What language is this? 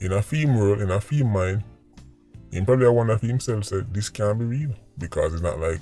Jamaican Creole English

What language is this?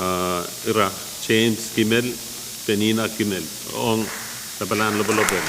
Pohnpeian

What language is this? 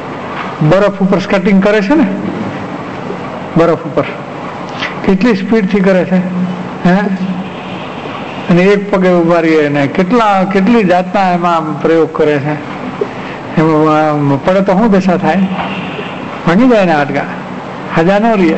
Gujarati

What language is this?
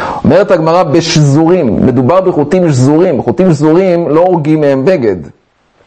Hebrew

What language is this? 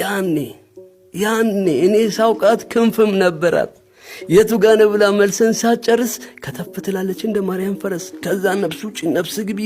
Amharic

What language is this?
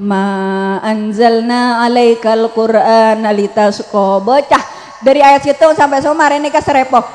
Madurese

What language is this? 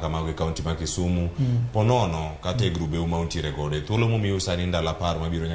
Luo (Kenya and Tanzania)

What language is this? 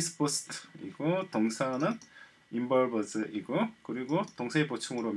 Korean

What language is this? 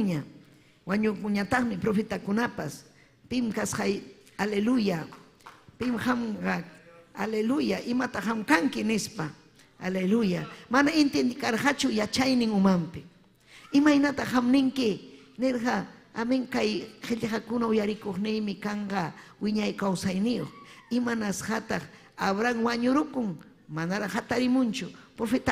Ayacucho Quechua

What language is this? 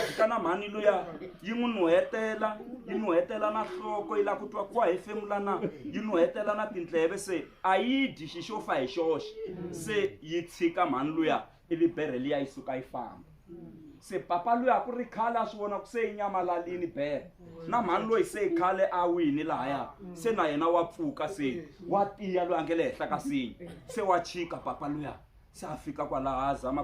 Tsonga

